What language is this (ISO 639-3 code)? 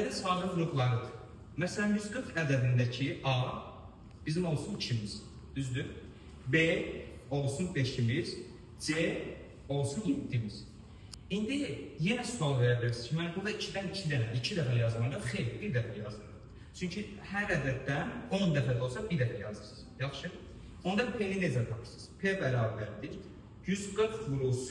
aze